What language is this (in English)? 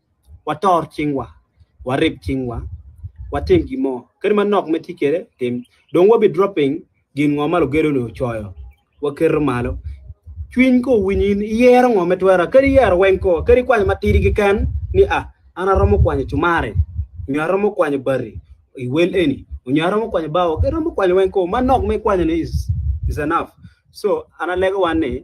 Acoli